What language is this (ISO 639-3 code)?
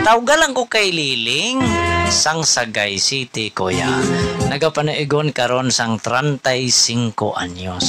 hil